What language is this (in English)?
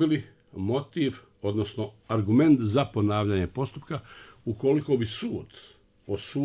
Bosnian